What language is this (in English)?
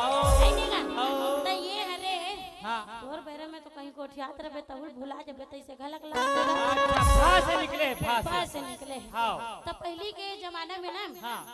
Chhattisgarhi